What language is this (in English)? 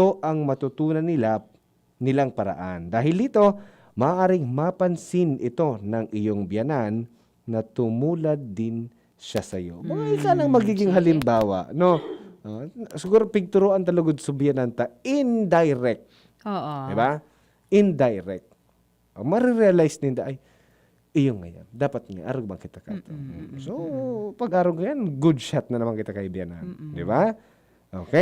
Bikol